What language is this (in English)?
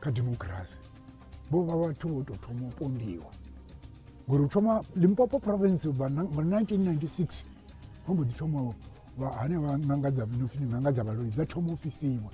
Venda